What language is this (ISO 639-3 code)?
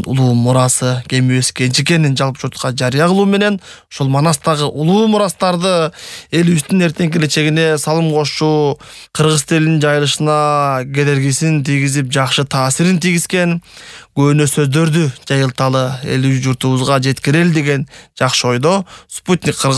kir